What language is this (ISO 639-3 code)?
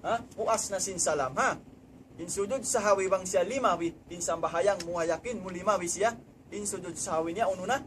tsg